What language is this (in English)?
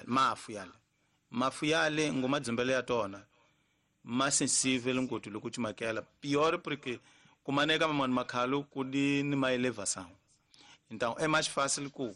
Tsonga